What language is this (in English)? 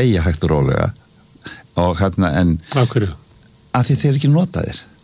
Icelandic